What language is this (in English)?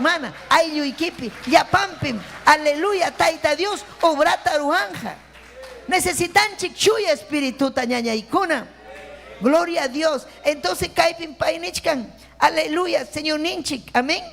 Ayacucho Quechua